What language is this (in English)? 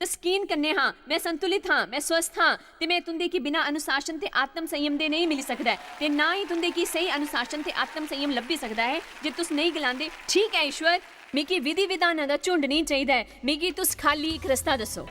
Dogri